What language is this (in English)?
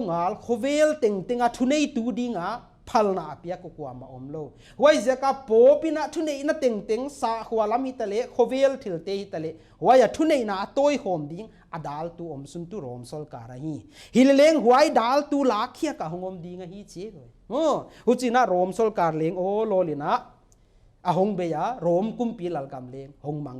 Paite Chin